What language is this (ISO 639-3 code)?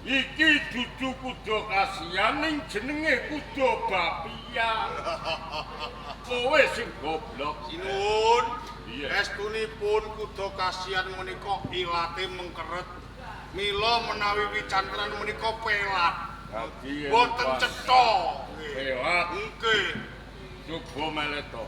jav